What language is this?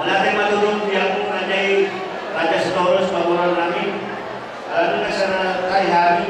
Batak Toba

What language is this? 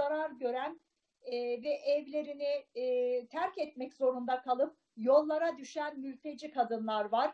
Turkish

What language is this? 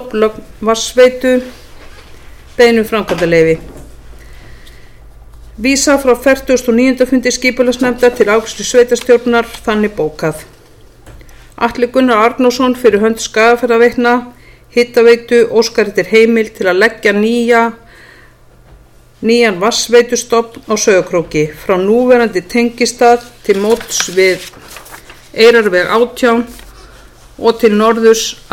Icelandic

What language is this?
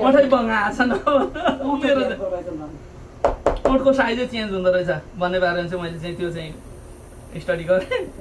Nepali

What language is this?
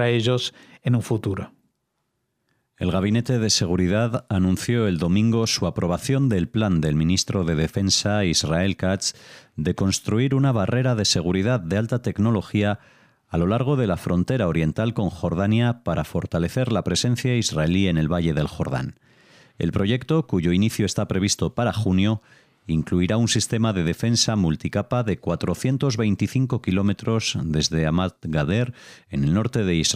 Spanish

